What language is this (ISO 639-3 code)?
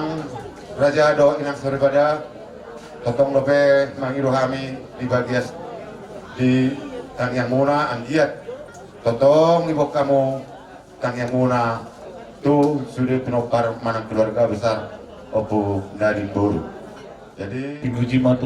bbc